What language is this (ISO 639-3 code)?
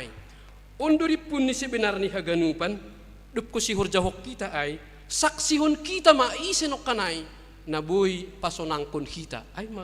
bts